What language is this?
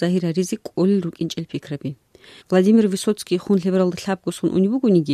Avaric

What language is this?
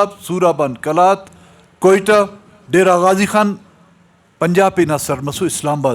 Brahui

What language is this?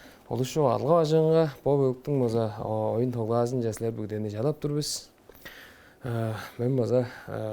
Tuvinian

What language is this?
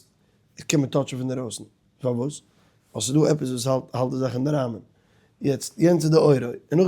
Yiddish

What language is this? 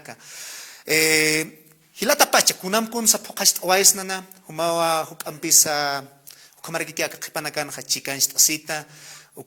Aymara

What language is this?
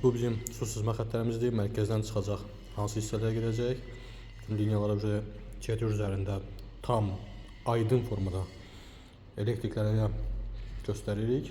Azerbaijani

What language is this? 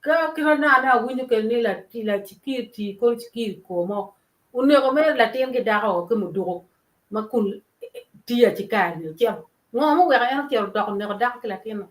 Acoli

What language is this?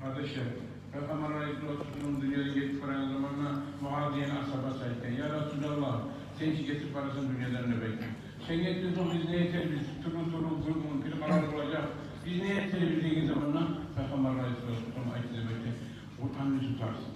Kumyk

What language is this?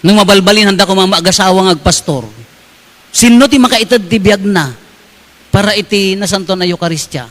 Iloko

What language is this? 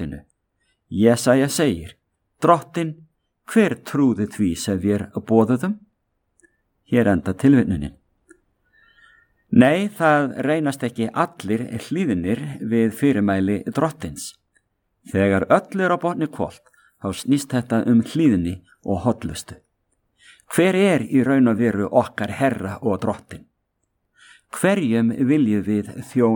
Icelandic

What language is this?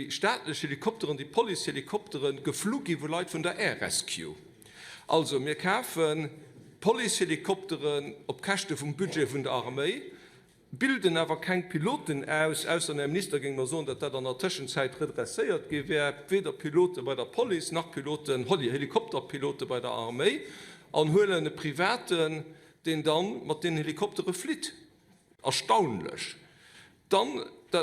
Luxembourgish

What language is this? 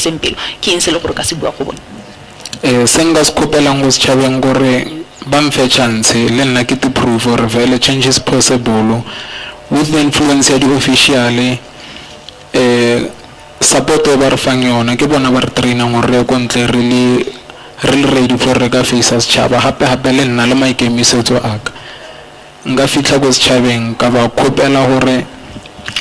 Tswana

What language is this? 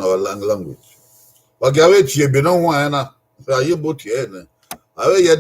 Bini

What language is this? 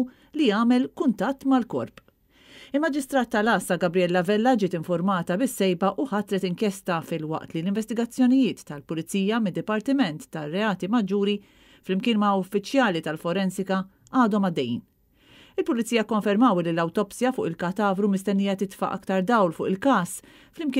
Maltese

